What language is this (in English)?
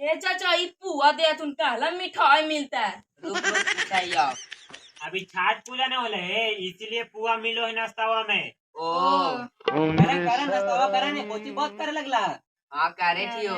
Magahi